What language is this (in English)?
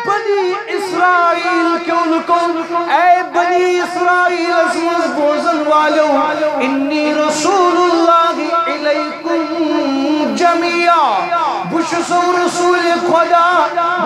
Kashmiri